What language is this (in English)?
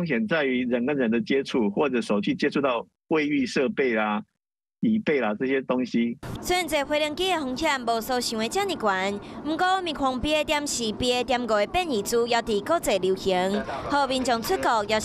Min Nan Chinese